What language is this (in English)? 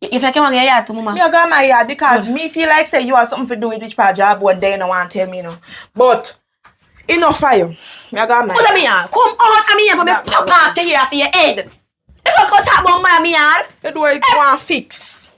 Jamaican Creole English